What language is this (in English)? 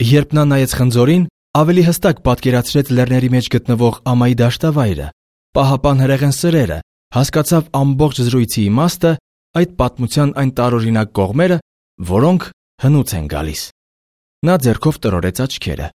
Armenian